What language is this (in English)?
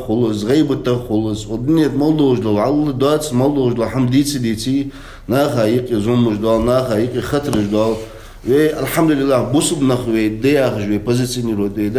Ingush